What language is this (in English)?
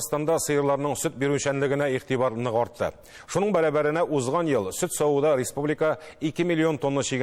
Tatar